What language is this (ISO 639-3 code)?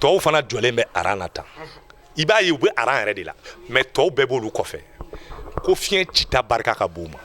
bam